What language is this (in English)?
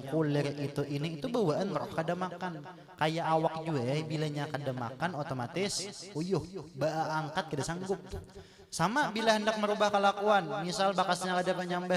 Banjar